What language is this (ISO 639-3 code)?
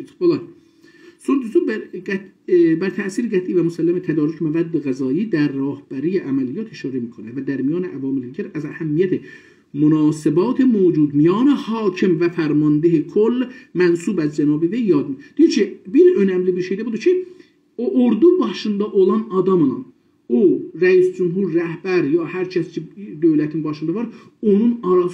azb